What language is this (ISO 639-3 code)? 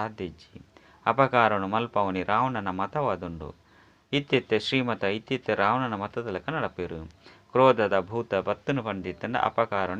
tcy